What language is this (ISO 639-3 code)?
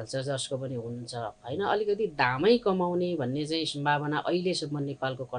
nep